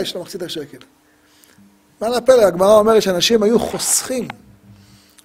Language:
Hebrew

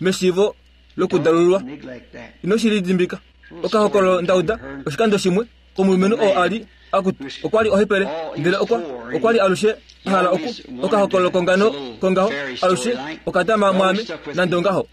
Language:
Kuanyama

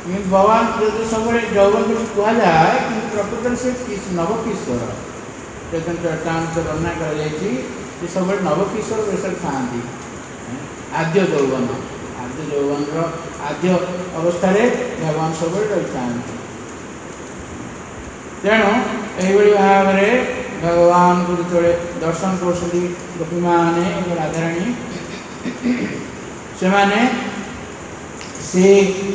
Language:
Odia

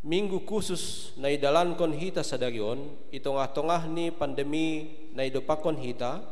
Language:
Batak Simalungun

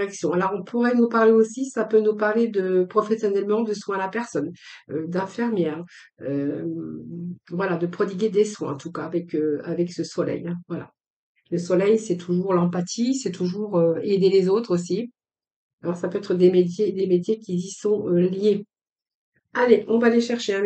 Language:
French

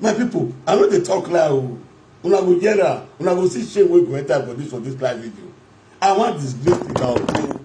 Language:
Nigerian Pidgin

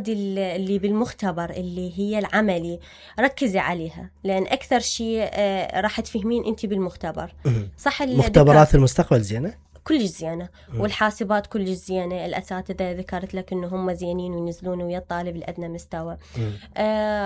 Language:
Mesopotamian Arabic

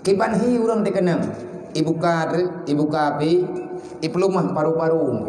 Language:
Achinese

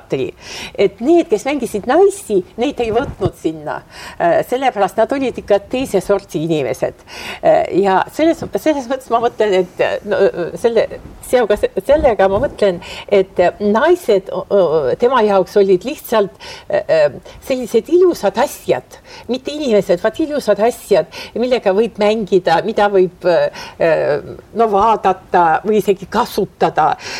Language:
Estonian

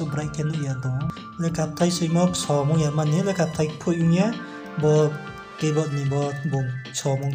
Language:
Riang (India)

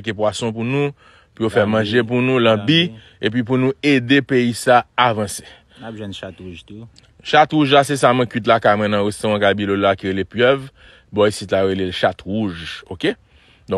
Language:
Haitian Creole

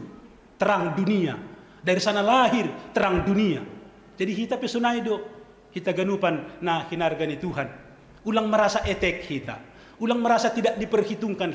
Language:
Batak Simalungun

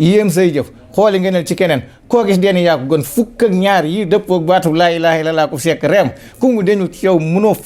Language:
Wolof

